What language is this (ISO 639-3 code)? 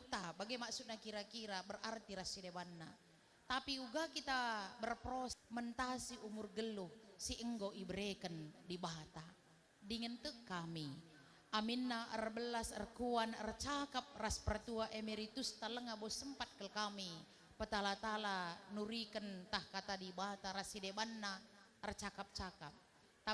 btx